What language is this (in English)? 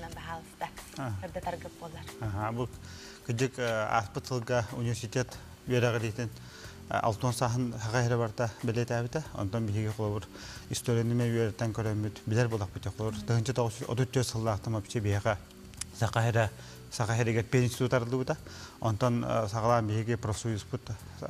Yakut